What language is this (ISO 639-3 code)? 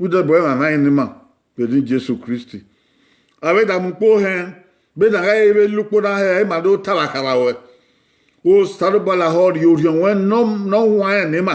bin